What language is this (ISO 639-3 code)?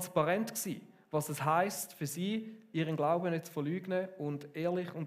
gsw